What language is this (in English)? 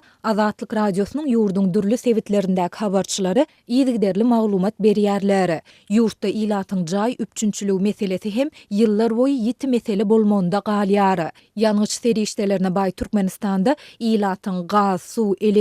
Turkmen